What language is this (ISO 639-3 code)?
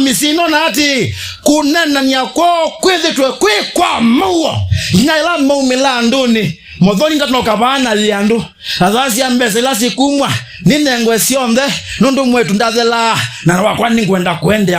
kam